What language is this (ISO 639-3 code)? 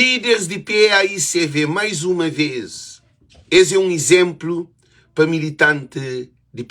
kea